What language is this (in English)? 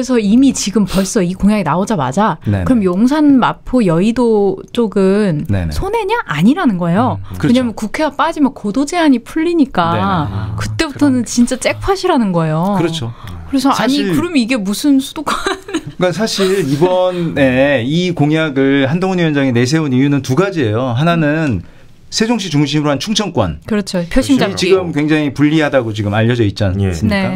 Korean